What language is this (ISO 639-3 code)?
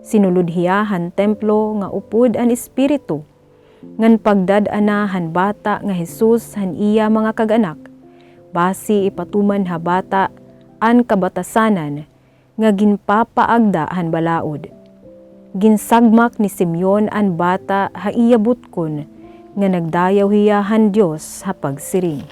war